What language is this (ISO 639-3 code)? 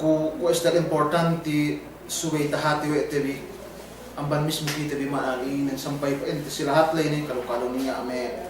yka